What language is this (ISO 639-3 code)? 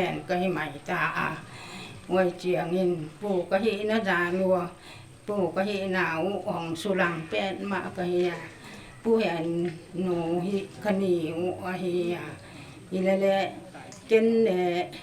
pck